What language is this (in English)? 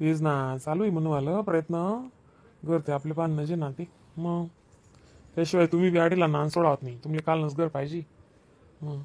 Khandesi